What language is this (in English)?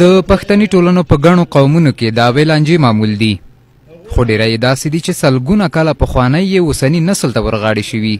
Pashto